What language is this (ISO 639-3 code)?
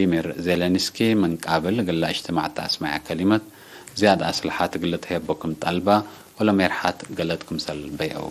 tig